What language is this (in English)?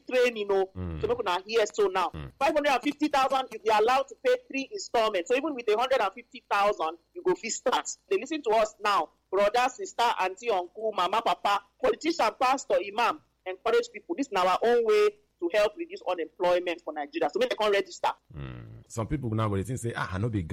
Nigerian Pidgin